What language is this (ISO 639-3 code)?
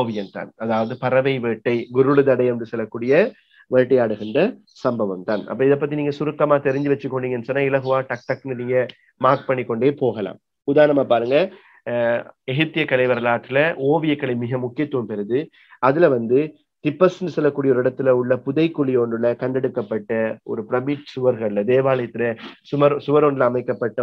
tam